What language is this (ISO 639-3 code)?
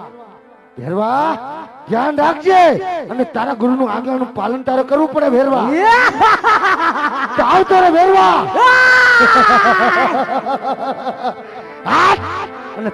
guj